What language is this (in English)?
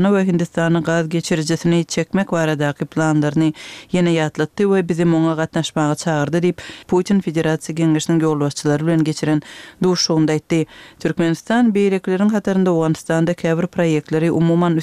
Kyrgyz